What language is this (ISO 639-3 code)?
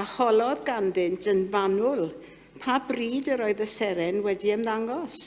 cym